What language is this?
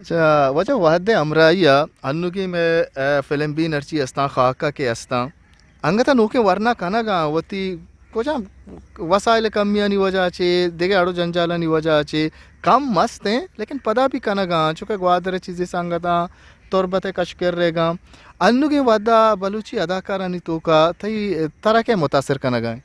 Eastern Balochi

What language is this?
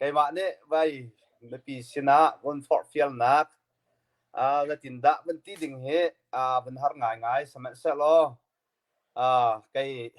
Hakha Chin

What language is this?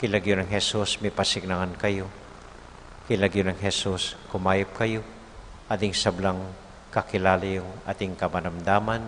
Pampanga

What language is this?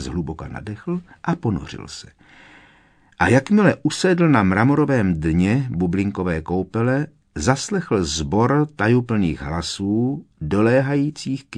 Czech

